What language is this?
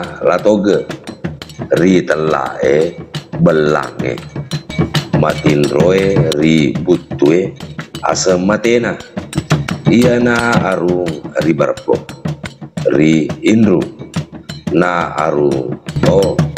Buginese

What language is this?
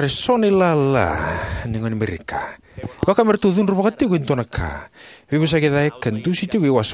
Fijian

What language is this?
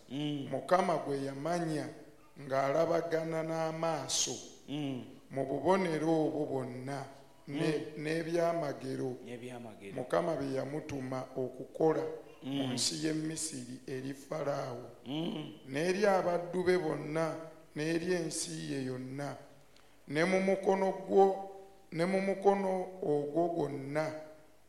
Ganda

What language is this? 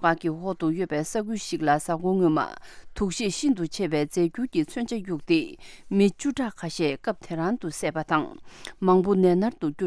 Tibetan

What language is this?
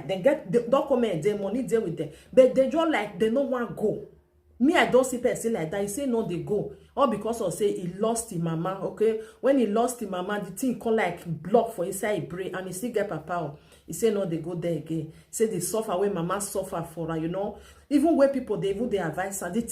Nigerian Pidgin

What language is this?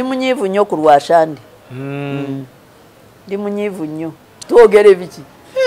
Ganda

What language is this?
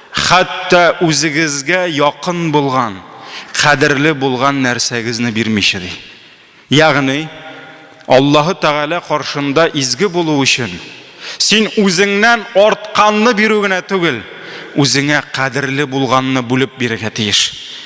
Tatar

